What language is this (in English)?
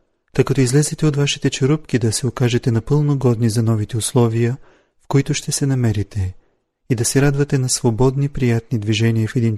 Bulgarian